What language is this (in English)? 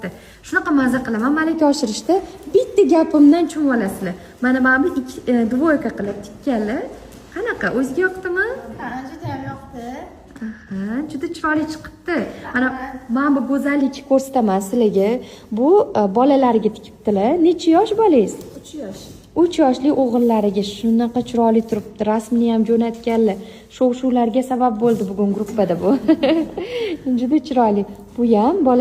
Uzbek